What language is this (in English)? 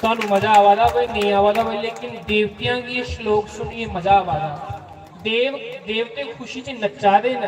Dogri